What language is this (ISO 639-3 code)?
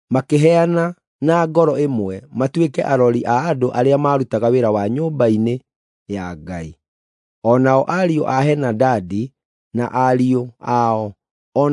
kik